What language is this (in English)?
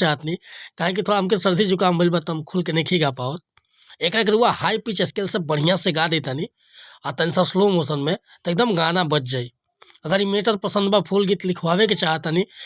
Bhojpuri